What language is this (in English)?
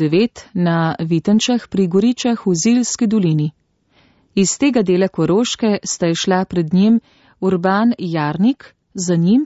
Slovenian